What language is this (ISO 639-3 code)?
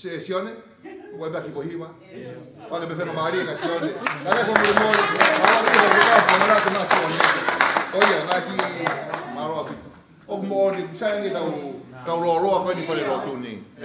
ton